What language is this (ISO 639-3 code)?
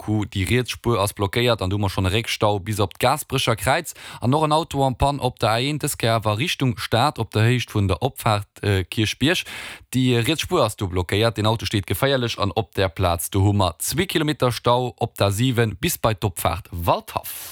ltz